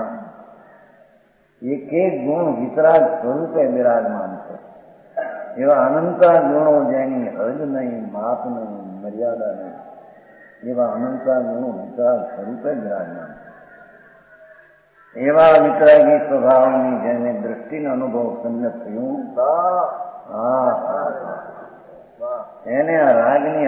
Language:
Gujarati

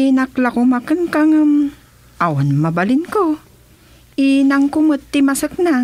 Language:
Iloko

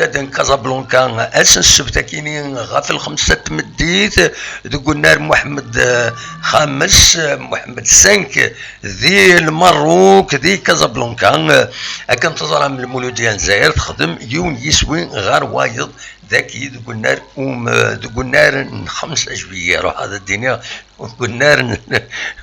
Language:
Kabyle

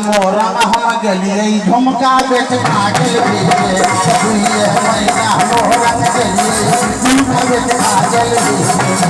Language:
Maithili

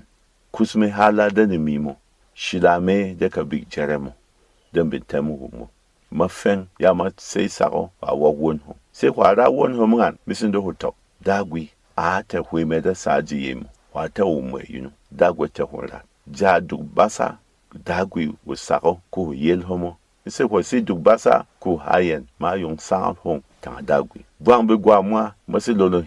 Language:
Berom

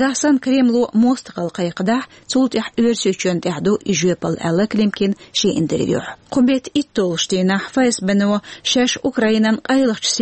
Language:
Chechen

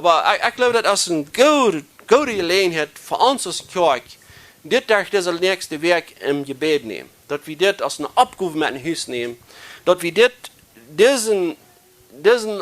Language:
Plautdietsch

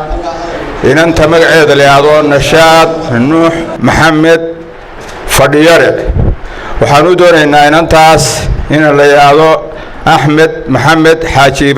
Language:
Somali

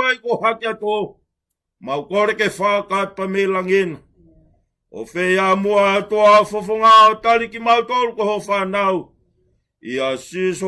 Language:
Tongan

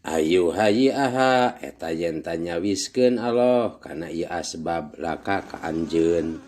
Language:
Sundanese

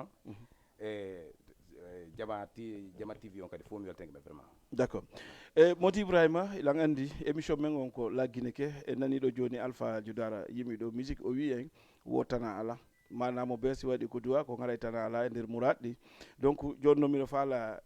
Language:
Fula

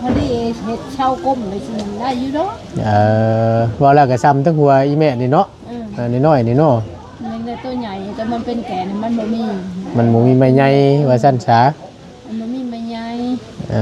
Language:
Northeastern Thai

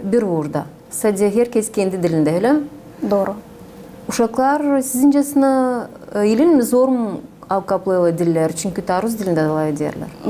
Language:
Gagauz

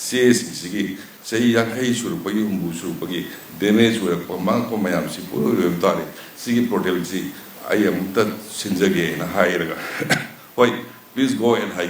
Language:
Manipuri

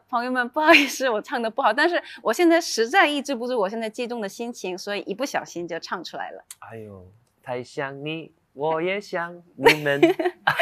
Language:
Chinese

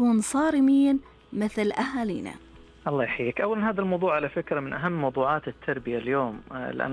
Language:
Najdi Arabic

